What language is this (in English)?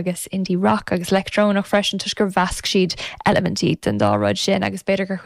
Irish